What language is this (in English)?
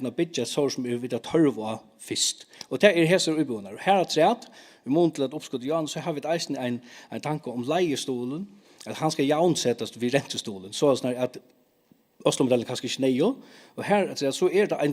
Faroese